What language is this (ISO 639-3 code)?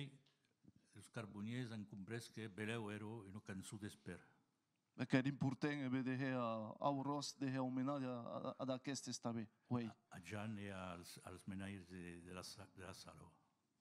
oci